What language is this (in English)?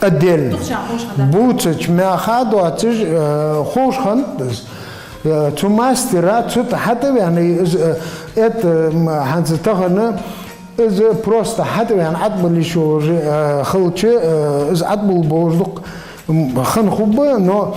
Ingush